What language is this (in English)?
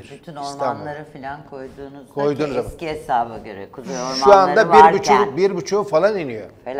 Turkish